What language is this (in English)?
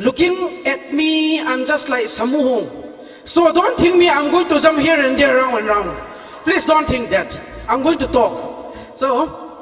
Tangkhul Naga (India)